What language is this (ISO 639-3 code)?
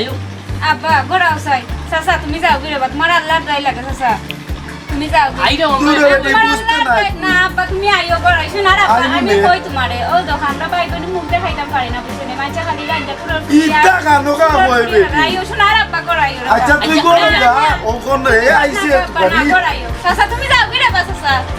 syl